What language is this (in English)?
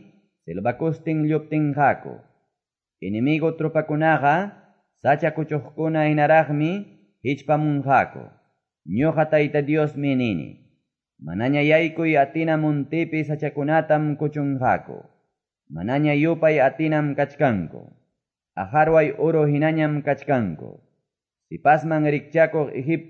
Quechua